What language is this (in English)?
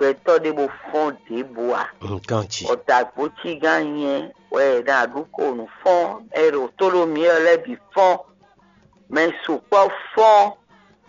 Fon